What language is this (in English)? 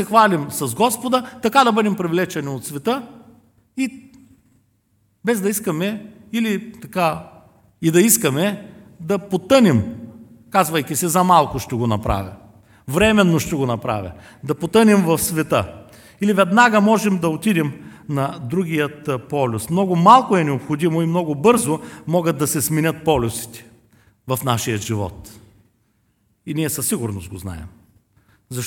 Bulgarian